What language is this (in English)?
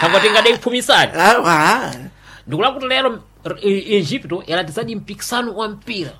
Sena